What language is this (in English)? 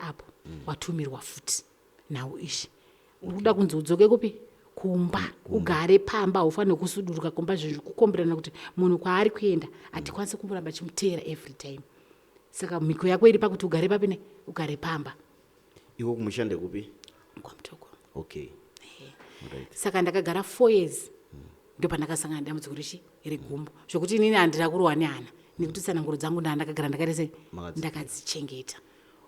Shona